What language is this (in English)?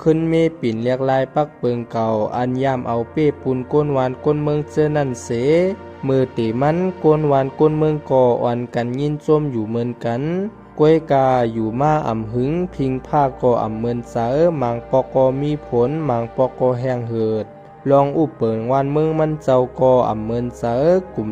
Shan